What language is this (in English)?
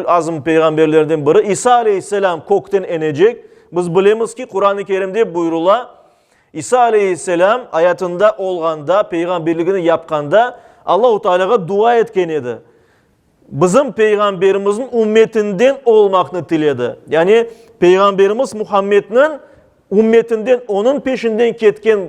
Crimean Tatar